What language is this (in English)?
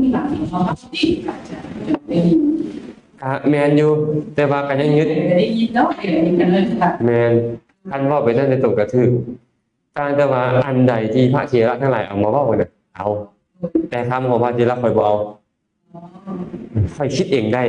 Lao